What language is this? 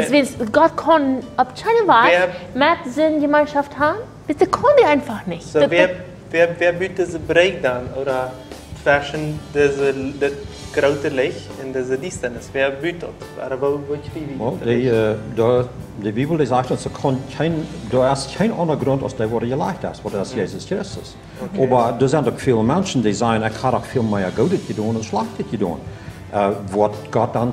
Plautdietsch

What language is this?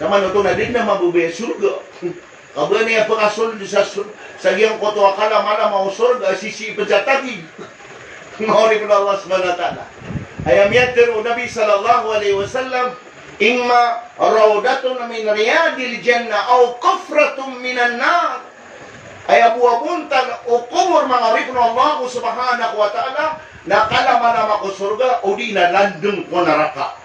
Maranao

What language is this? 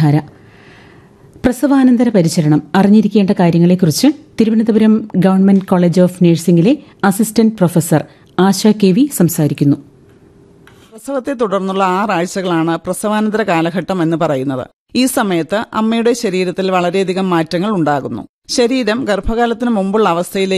Malayalam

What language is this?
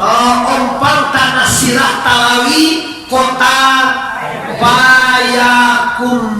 Minangkabau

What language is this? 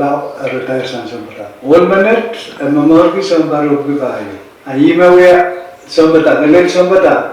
Pohnpeian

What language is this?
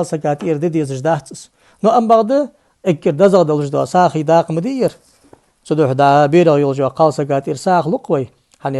Ingush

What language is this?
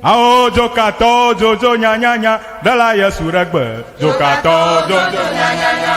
Ewe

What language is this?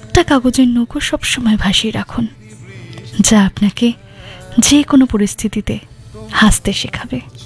Bangla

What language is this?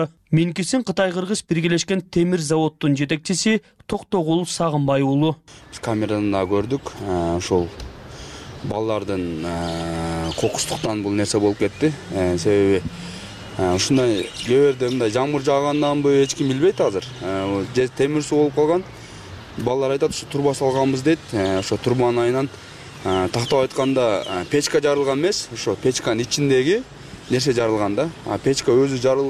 Kyrgyz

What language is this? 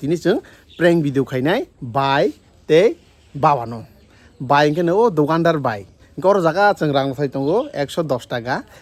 Kok Borok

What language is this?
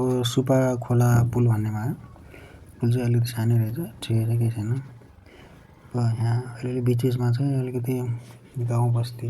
Nepali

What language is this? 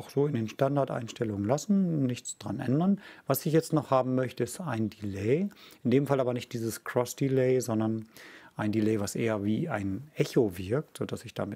German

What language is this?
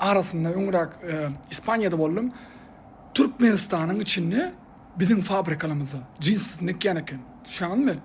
Turkmen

